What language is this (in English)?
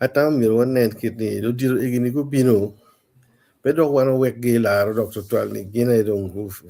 Acoli